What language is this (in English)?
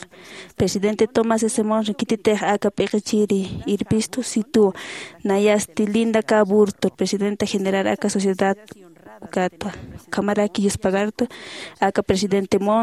Aymara